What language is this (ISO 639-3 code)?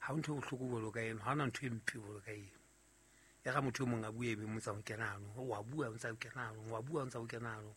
sot